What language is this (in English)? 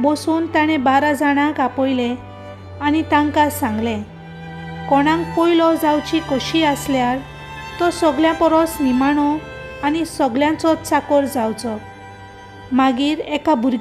Konkani